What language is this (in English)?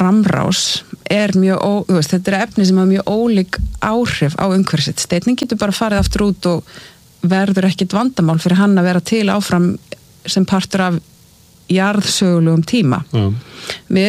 Icelandic